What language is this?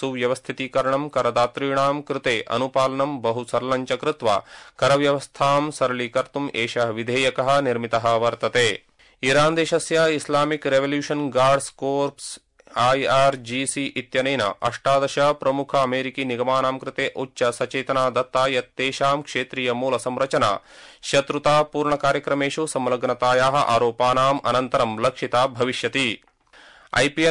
Sanskrit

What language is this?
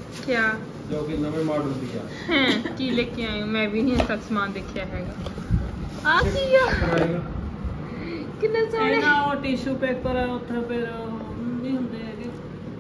Punjabi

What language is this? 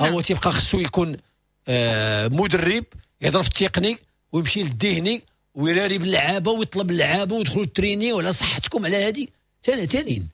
Moroccan Arabic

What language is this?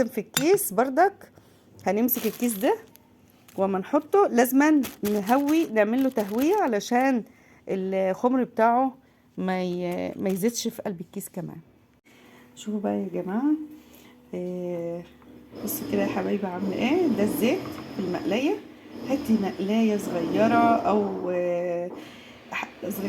Egyptian Arabic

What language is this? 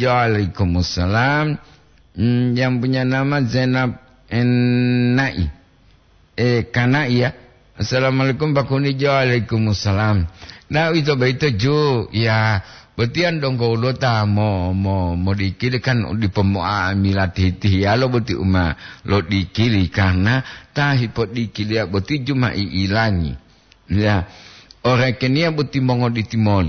Gorontalo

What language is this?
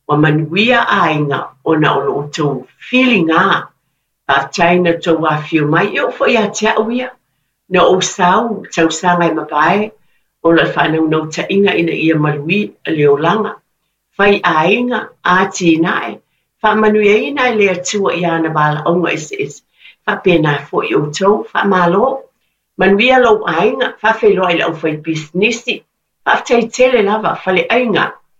Samoan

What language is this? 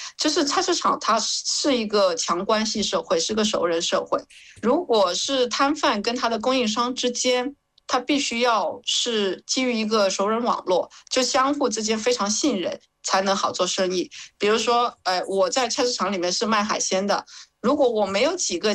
Chinese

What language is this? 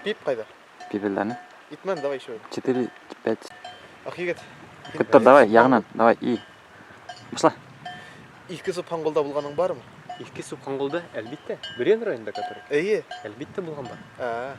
Bashkir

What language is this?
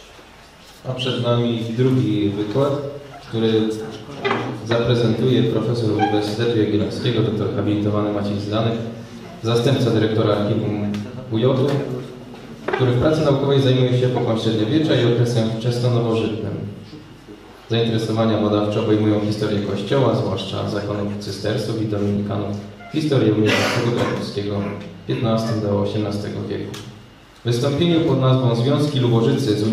Polish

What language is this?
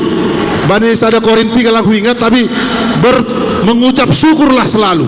Batak Simalungun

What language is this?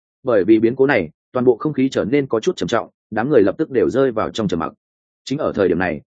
Vietnamese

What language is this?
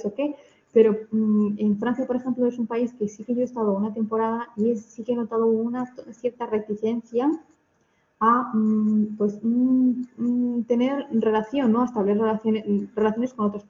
Spanish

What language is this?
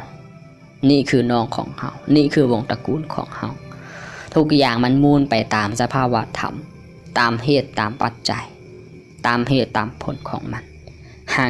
Lao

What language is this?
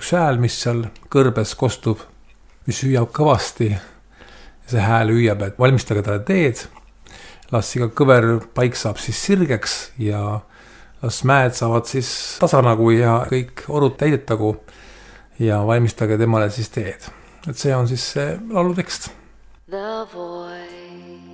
Estonian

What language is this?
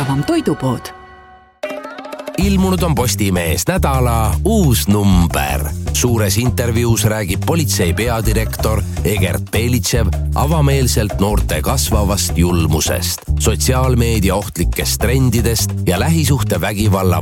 Estonian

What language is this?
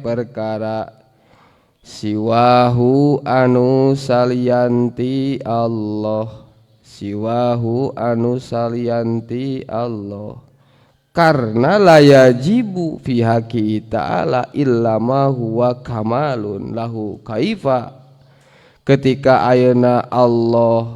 Sundanese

